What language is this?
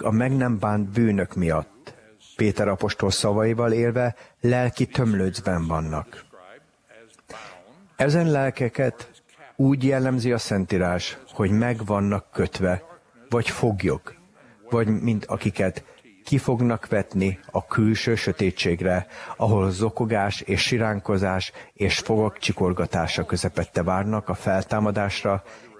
Hungarian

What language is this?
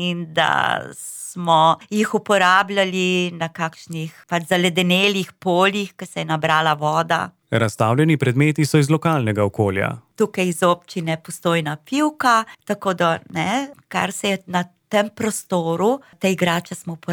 Slovenian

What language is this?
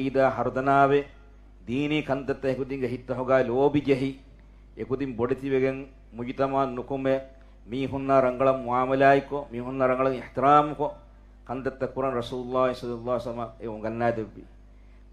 Divehi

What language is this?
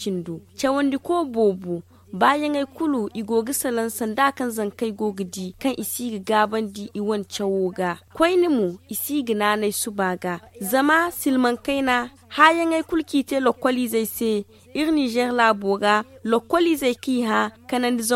Zarma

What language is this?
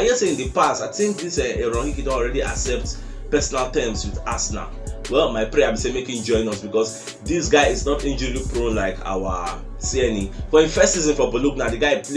Nigerian Pidgin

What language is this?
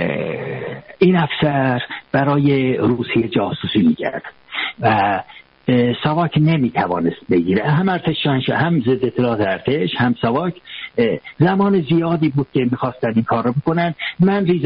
Persian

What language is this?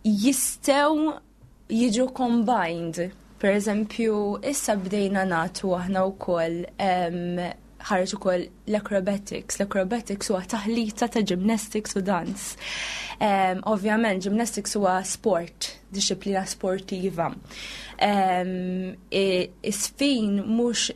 Maltese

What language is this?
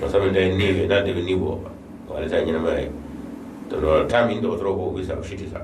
Bambara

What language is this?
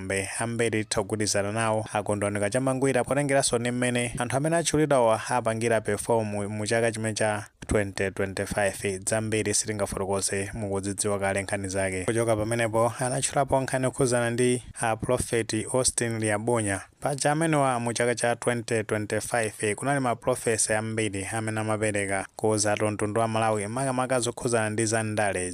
Nyanja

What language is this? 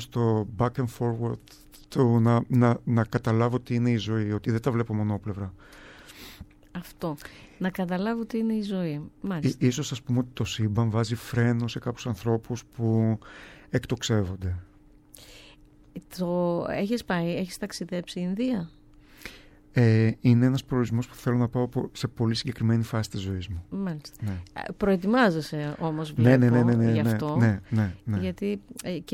Greek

